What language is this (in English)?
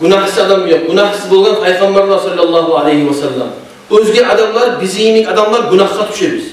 Kumyk